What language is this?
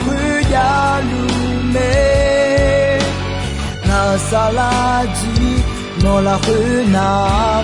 Akha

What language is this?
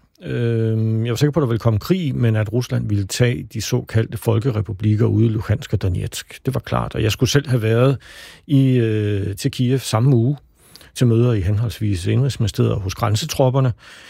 Danish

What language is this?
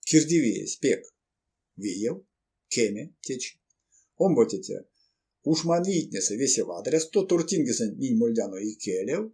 Erzya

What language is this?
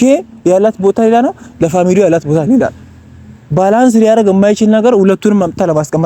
Amharic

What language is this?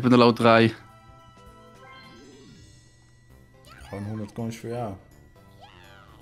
Dutch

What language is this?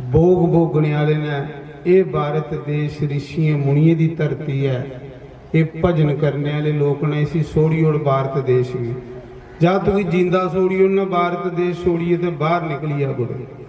Dogri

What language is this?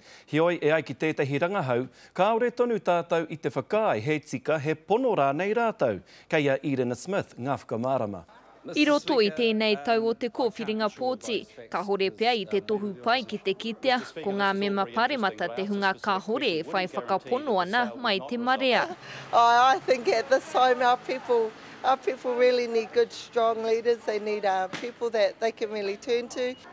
Māori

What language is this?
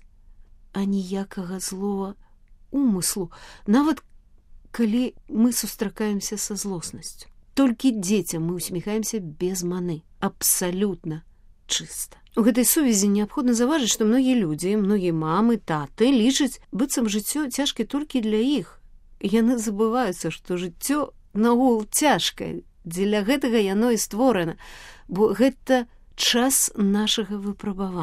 Belarusian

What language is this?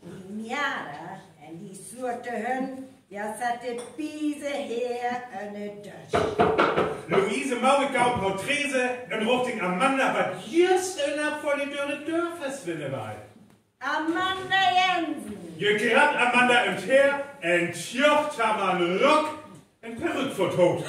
Northern Frisian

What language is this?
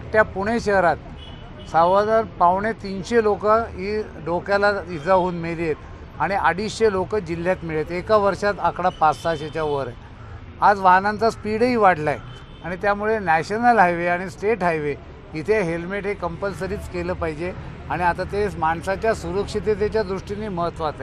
Marathi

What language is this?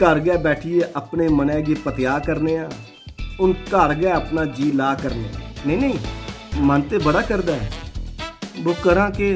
Dogri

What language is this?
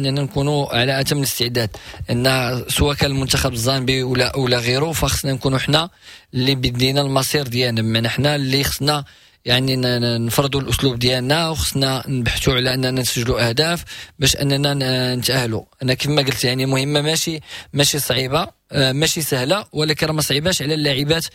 Moroccan Arabic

